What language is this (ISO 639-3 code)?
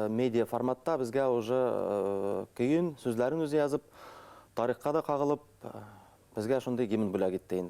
bak